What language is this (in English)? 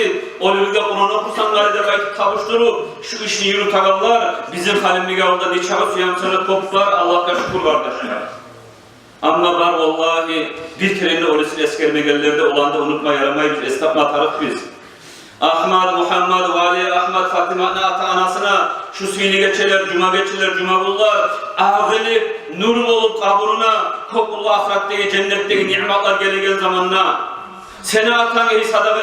Kumyk